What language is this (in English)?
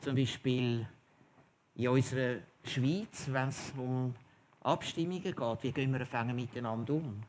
Swiss German